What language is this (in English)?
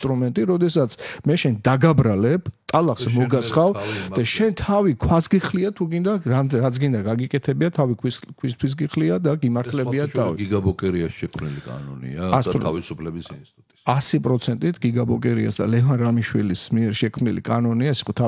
Georgian